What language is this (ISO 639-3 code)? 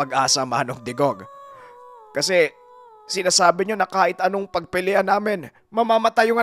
fil